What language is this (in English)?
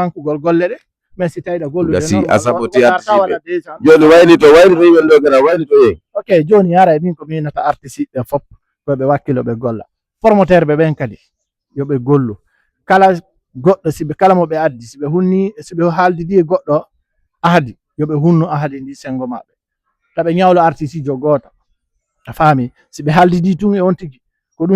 Fula